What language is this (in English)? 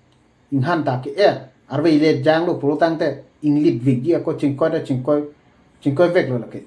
Karbi